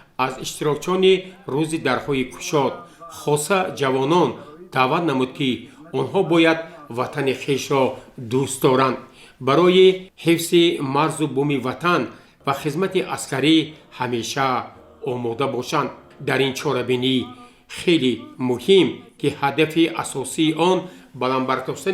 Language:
Tajik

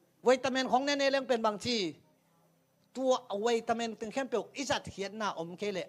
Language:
Tedim Chin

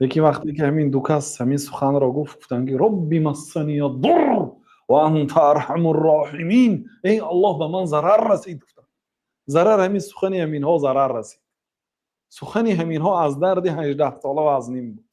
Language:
Tajik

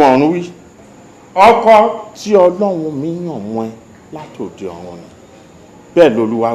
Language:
Yoruba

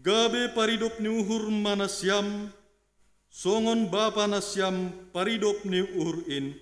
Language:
Batak Simalungun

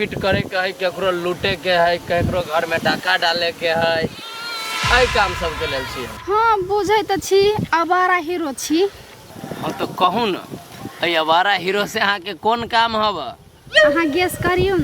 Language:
Maithili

